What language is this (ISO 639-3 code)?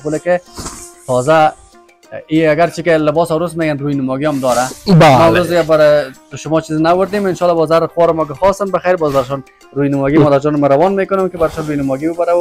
fas